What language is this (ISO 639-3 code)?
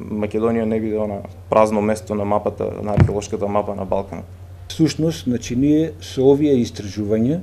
mkd